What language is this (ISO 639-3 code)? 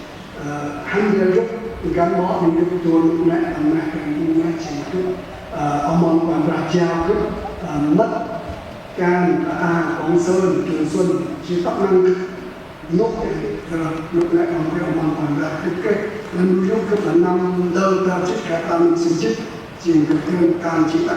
cmo